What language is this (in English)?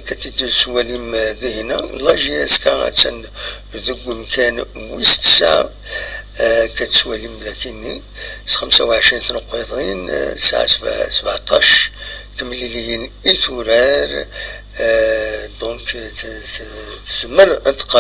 Kabyle